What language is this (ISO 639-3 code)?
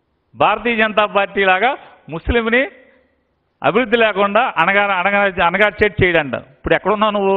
tel